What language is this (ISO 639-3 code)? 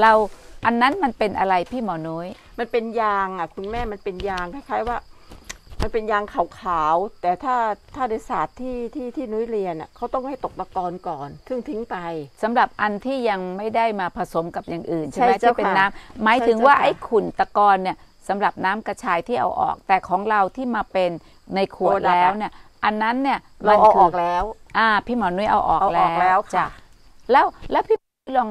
tha